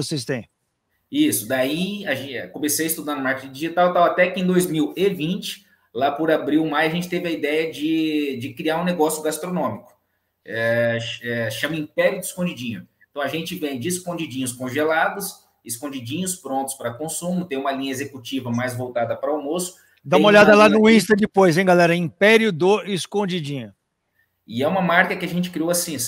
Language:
Portuguese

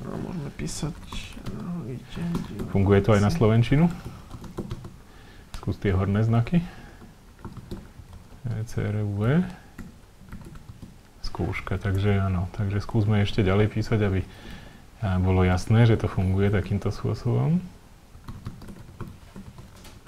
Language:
Slovak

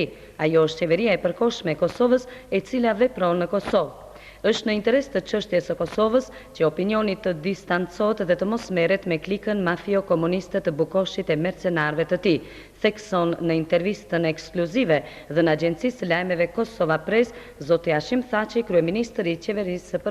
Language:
Albanian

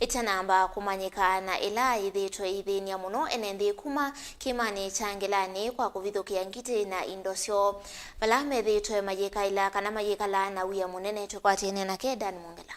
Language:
Kamba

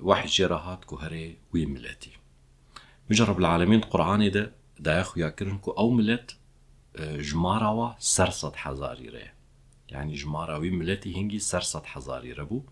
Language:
Kurdish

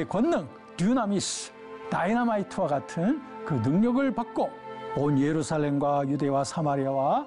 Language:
Korean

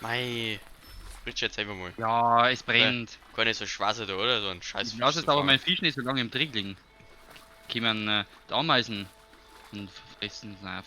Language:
Bavarian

